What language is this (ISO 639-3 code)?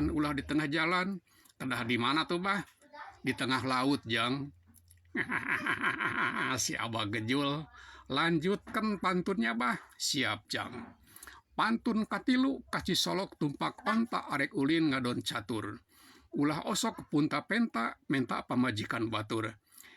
sun